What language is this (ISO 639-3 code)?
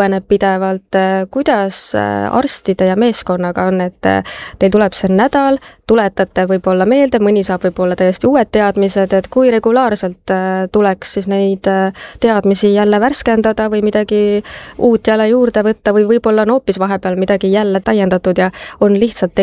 est